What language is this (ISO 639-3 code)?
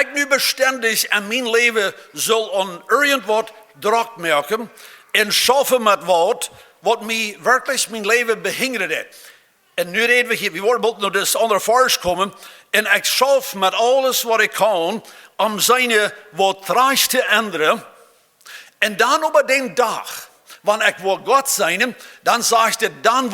pdt